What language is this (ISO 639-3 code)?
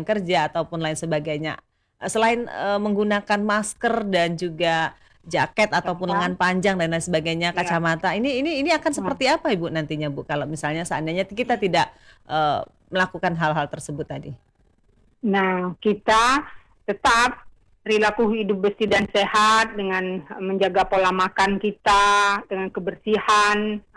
ind